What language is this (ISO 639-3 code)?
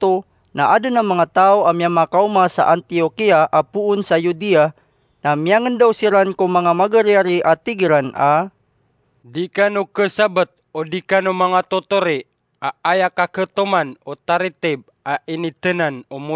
mrw